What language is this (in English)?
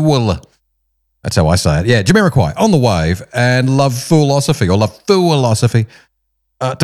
English